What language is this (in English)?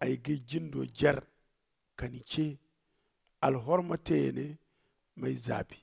Zarma